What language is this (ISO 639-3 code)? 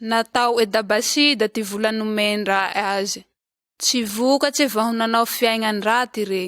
mlg